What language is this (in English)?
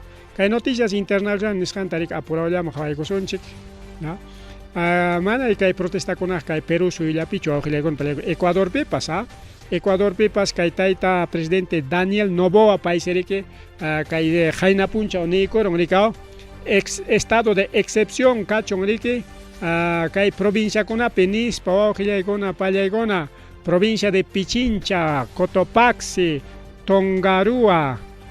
Ayacucho Quechua